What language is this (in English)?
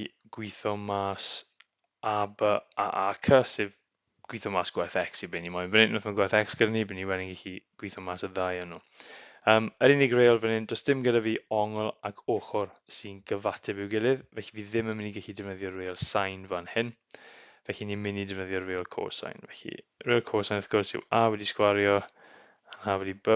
Welsh